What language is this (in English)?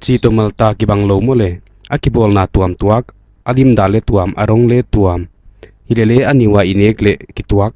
Paite Chin